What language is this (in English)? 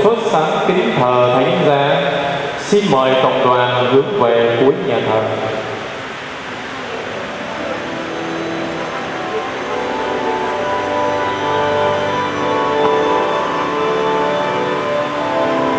Vietnamese